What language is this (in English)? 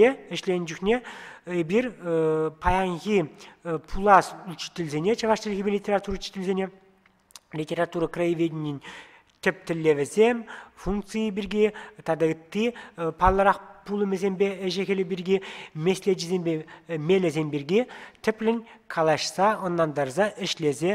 Chuvash